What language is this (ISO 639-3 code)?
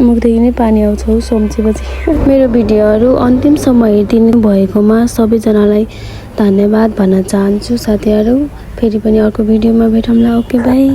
nep